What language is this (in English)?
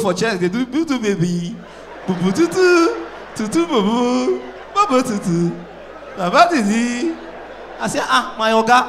Nigerian Pidgin